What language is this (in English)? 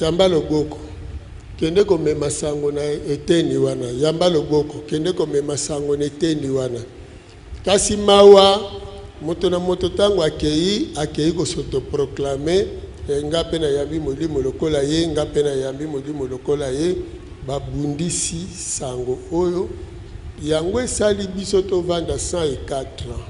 Lingala